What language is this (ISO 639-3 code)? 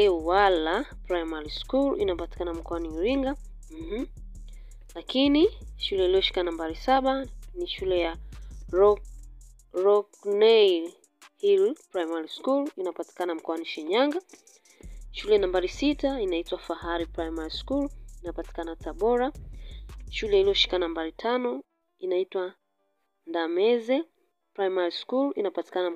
swa